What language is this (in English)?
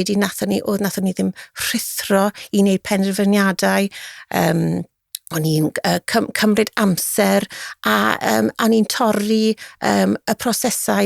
Welsh